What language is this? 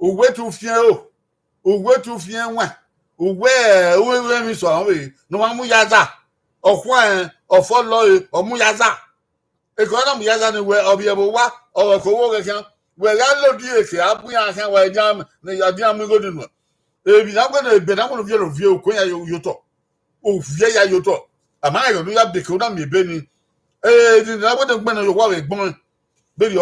Bini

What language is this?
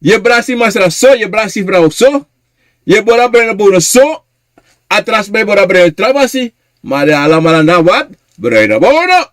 Sranan Tongo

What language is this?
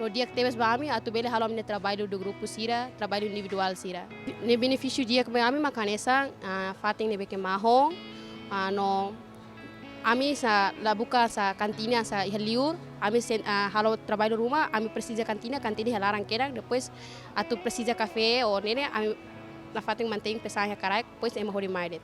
Tetum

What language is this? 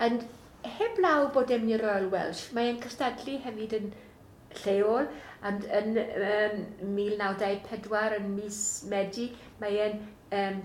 Welsh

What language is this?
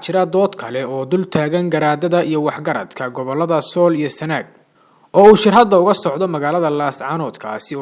Somali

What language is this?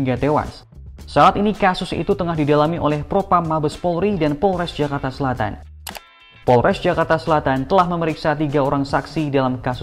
Indonesian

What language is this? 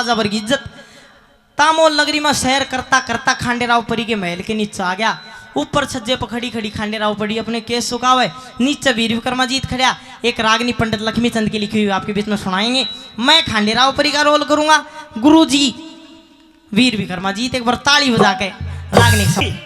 Haryanvi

